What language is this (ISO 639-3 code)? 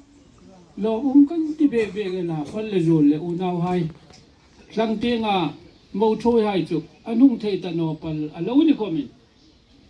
hmr